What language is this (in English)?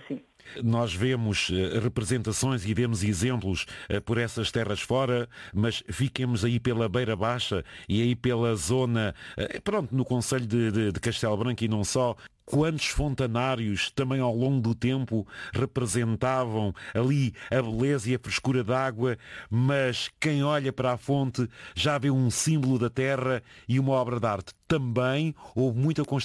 Portuguese